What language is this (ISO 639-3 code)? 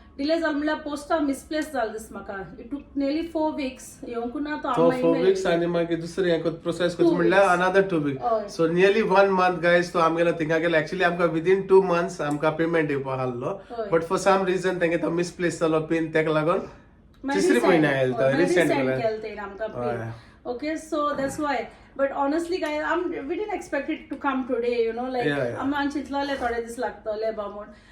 kok